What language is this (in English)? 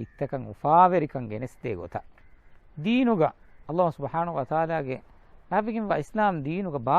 Divehi